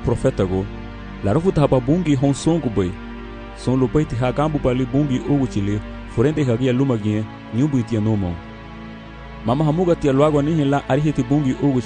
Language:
Garifuna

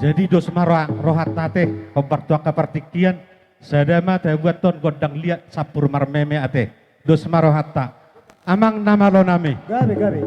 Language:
Batak Toba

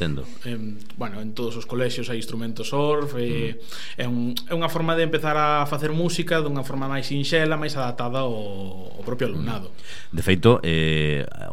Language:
Galician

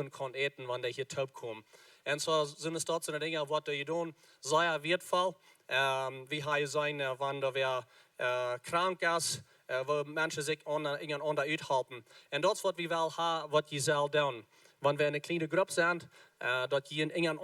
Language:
Plautdietsch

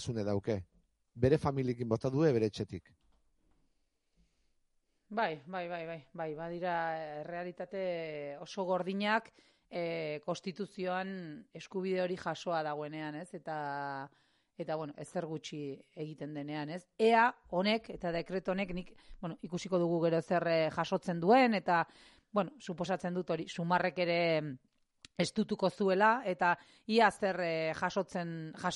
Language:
Basque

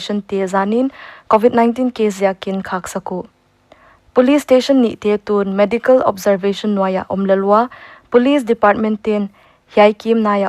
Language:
Paite Chin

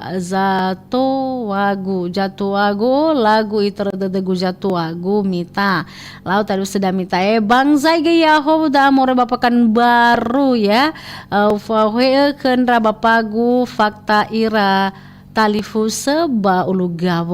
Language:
Nias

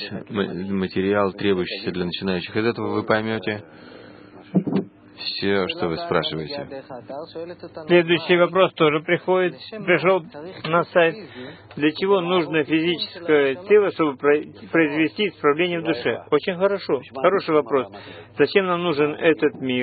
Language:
Russian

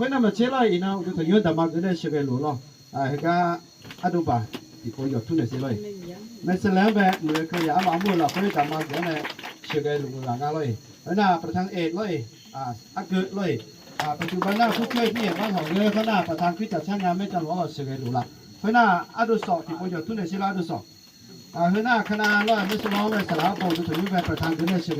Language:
Akha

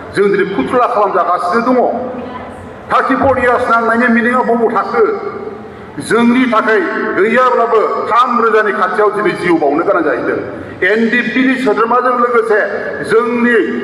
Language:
Bodo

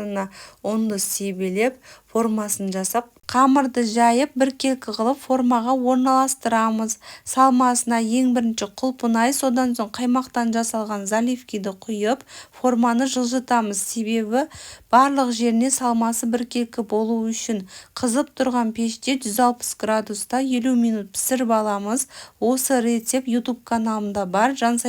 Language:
Kazakh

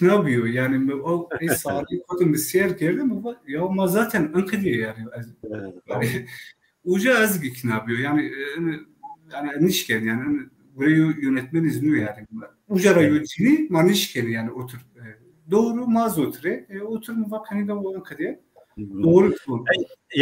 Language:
Zaza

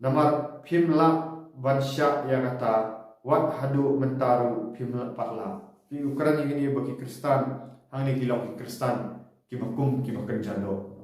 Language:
Khasi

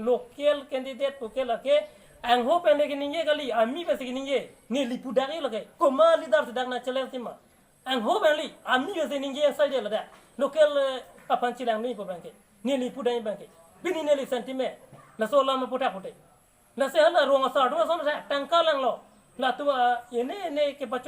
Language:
Karbi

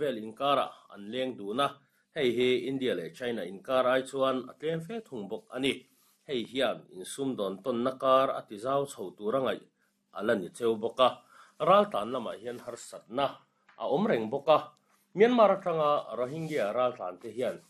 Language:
Mizo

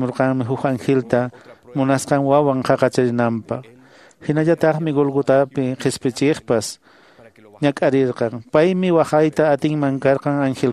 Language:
Quechua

